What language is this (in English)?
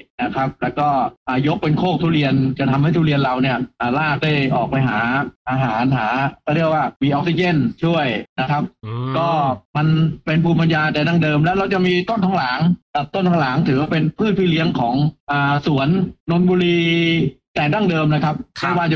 Thai